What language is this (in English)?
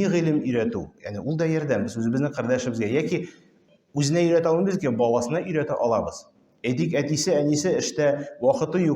Tatar